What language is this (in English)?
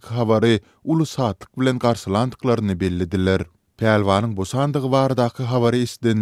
Turkmen